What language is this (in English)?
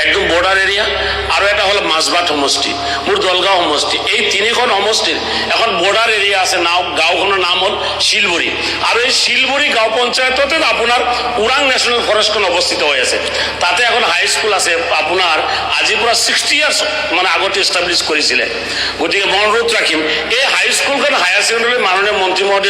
Assamese